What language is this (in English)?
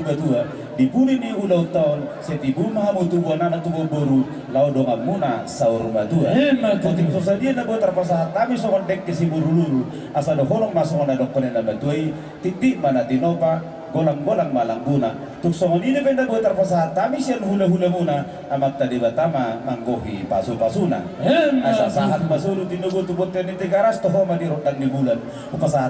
Batak Toba